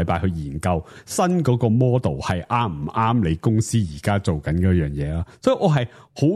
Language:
Cantonese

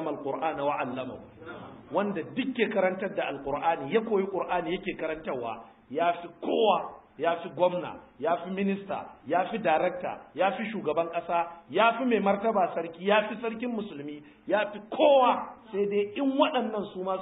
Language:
Hausa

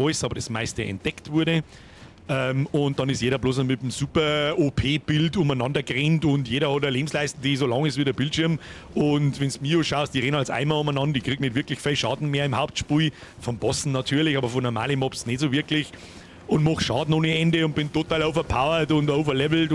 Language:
Bavarian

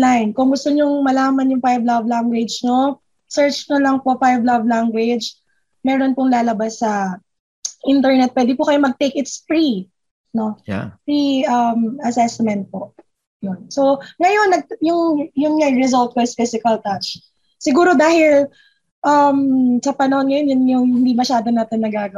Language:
Filipino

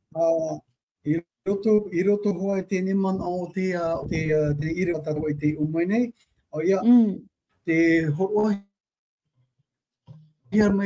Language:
Tahitian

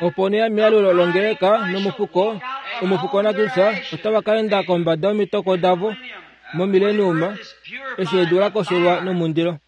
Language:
Kuanyama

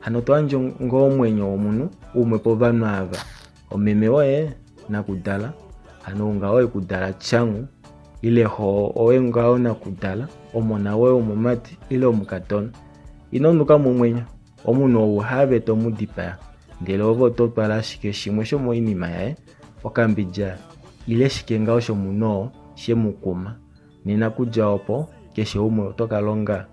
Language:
Kuanyama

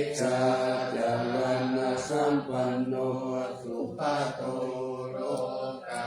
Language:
Pali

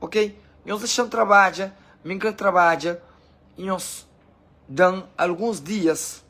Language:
Kabuverdianu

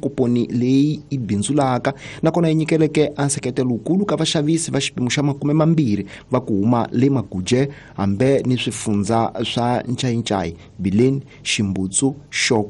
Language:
Tsonga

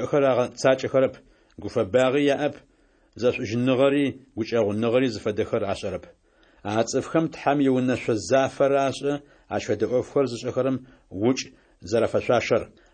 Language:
Adyghe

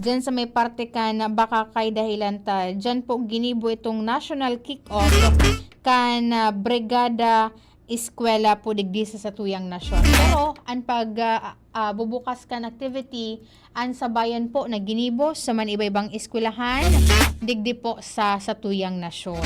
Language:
Bikol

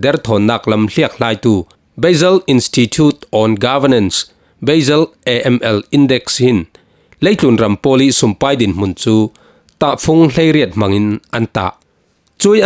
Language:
Falam Chin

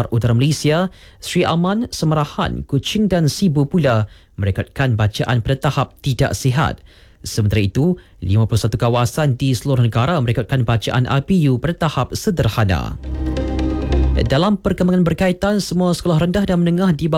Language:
Malay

